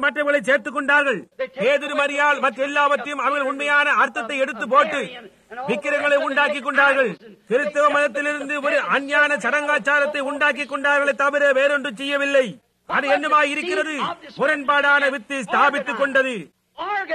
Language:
Tamil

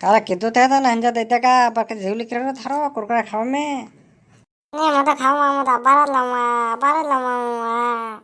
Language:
Rajasthani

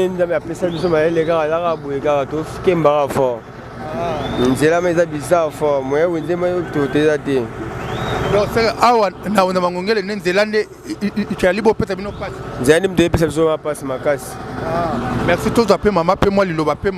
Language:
Lingala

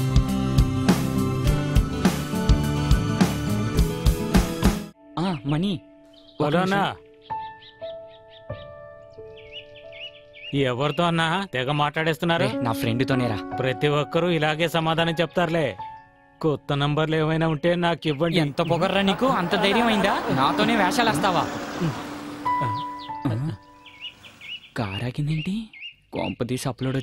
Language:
Telugu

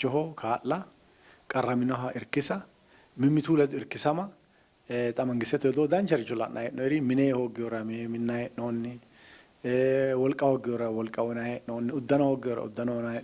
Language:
Sidamo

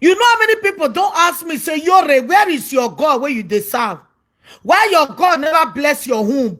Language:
Nigerian Pidgin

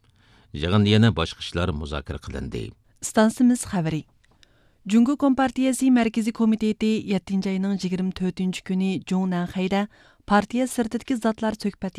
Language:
Uyghur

